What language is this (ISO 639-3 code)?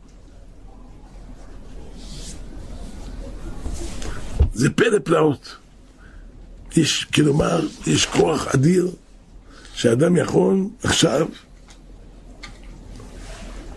heb